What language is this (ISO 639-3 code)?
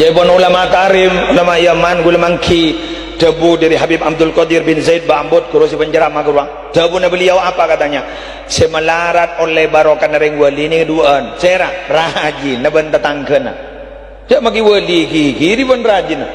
mad